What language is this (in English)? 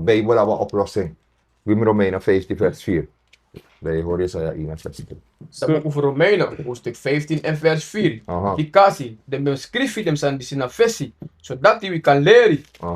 Sranan Tongo